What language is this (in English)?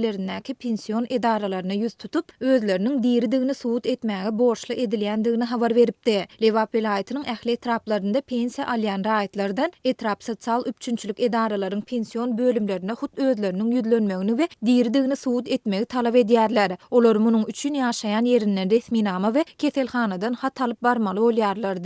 Turkmen